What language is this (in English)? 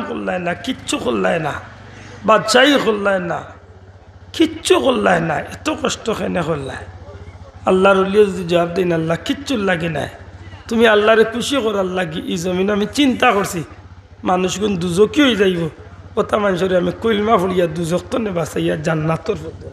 Sylheti